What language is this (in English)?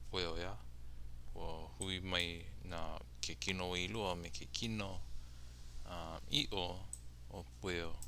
Hawaiian